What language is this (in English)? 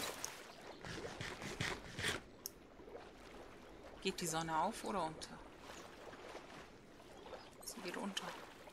German